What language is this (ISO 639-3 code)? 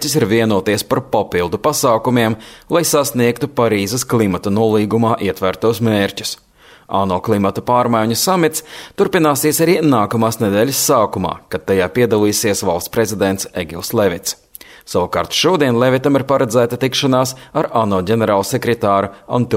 lav